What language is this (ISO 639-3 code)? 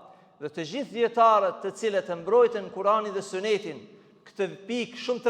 sqi